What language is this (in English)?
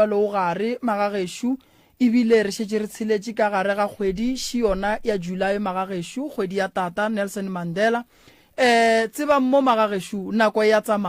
Northern Sotho